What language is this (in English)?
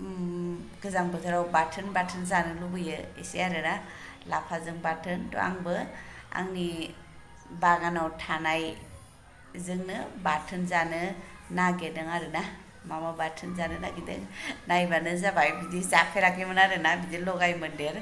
Bodo